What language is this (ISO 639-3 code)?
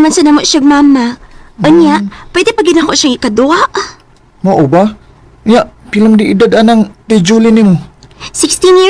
ceb